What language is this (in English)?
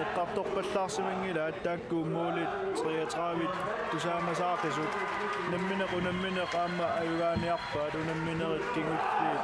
Kalaallisut